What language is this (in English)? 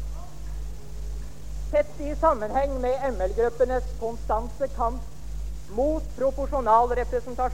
Norwegian